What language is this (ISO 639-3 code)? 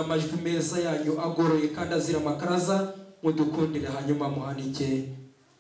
kin